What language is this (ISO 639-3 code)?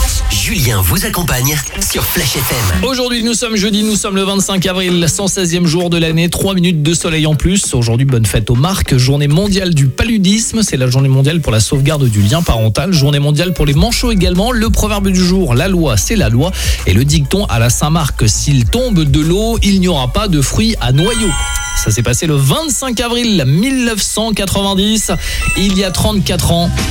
fra